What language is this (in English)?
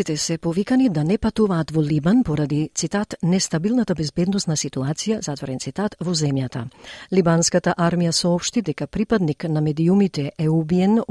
Macedonian